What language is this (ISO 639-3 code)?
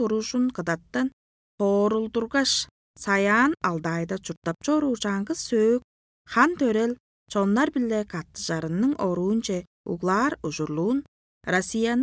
tyv